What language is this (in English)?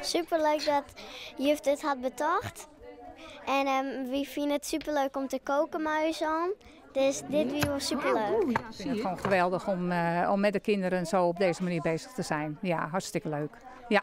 Western Frisian